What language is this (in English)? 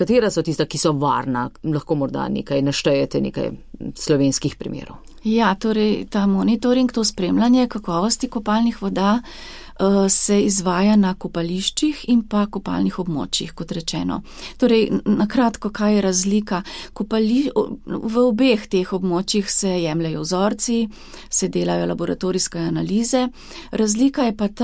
Slovenian